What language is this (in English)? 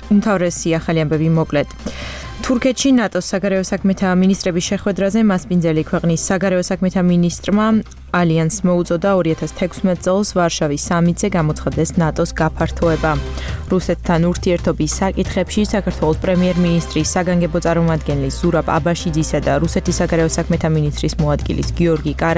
Georgian